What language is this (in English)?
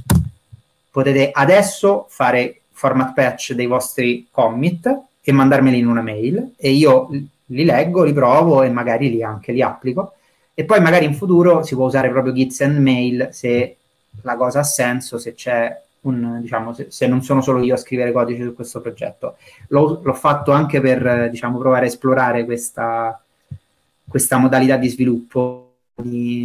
Italian